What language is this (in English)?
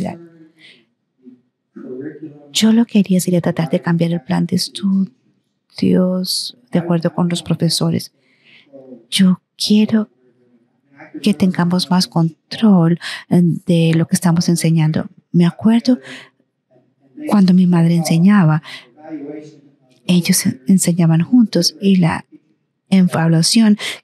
Spanish